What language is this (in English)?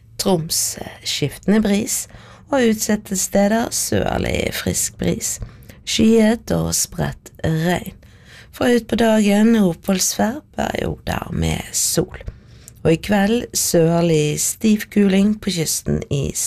Norwegian